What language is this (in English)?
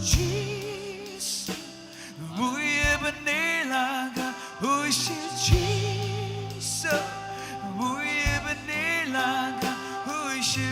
Naga Pidgin